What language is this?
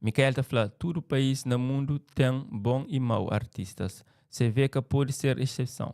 Kabuverdianu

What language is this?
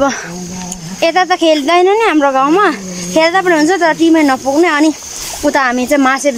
Nepali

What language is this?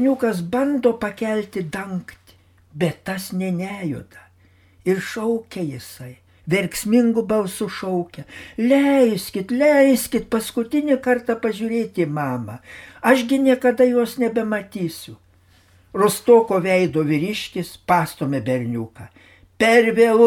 Lithuanian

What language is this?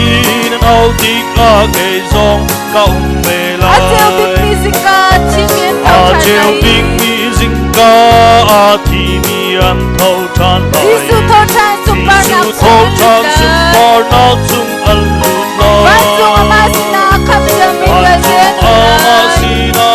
Hakha Chin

